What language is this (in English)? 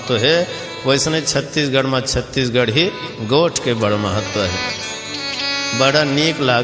Chhattisgarhi